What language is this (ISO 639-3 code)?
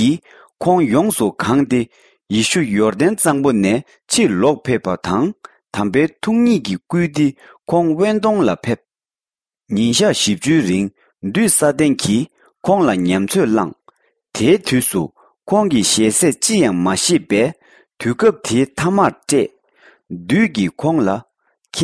bod